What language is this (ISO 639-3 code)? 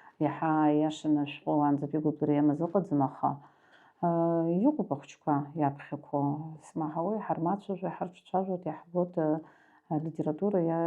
abk